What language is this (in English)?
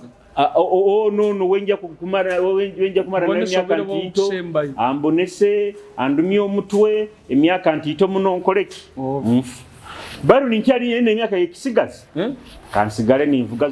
Nyoro